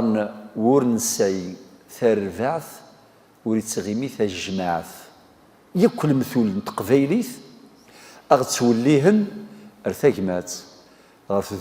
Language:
Kabyle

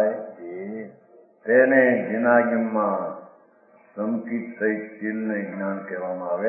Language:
Gujarati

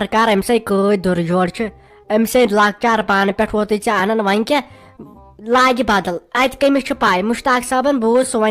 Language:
Kashmiri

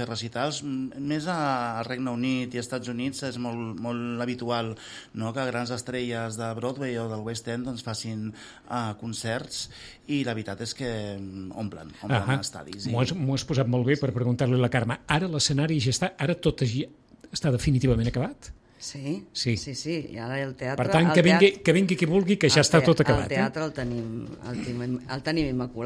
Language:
Catalan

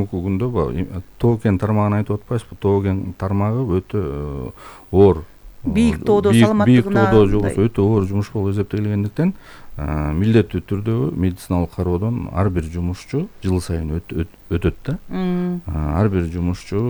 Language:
Kyrgyz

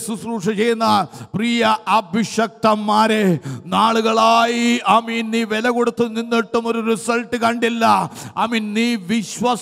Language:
Malayalam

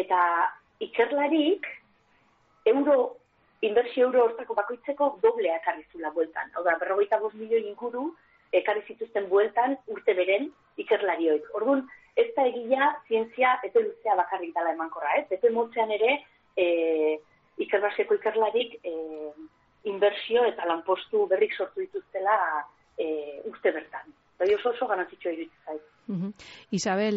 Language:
Basque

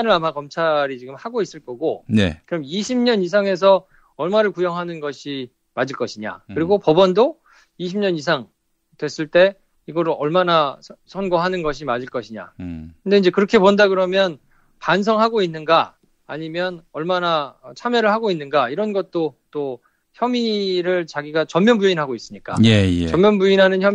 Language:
Korean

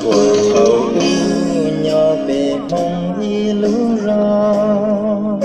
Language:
Hmong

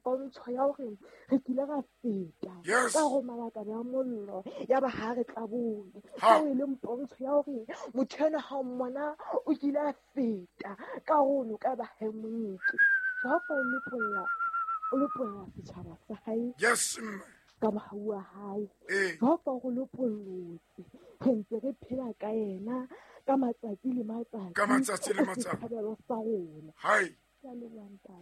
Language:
Southern Sotho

